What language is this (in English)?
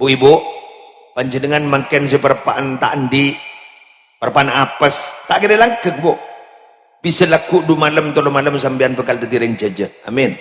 Madurese